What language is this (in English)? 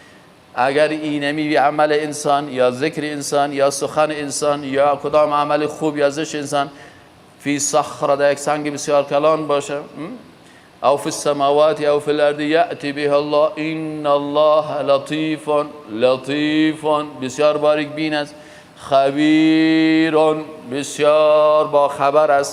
Persian